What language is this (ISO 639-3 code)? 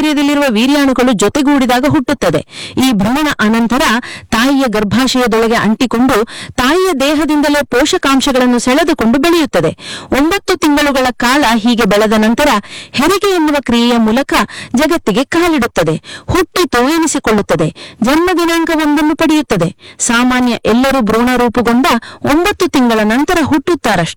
kan